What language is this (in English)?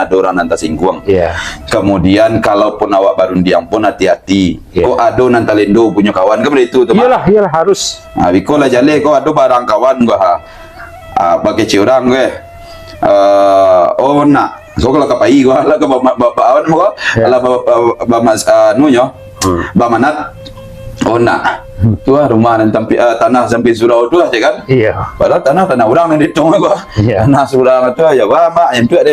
Minangkabau